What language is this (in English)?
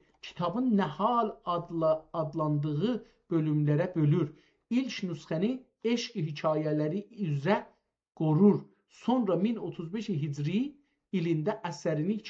South Azerbaijani